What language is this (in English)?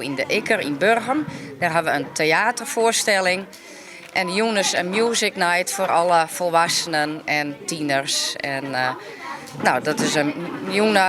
Western Frisian